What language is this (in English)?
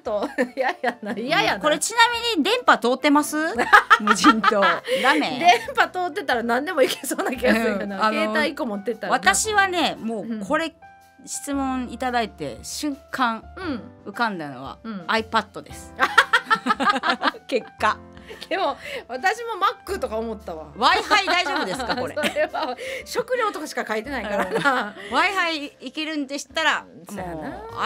Japanese